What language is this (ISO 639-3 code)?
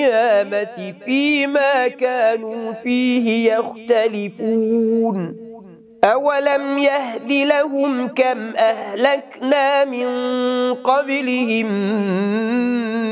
ara